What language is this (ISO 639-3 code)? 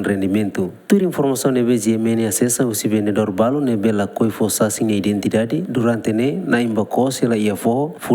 tet